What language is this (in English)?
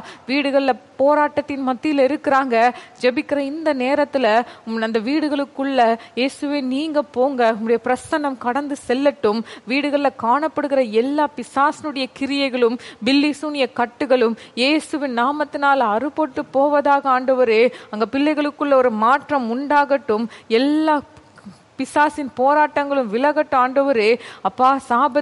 Tamil